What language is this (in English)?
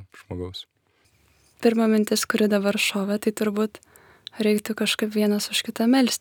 Lithuanian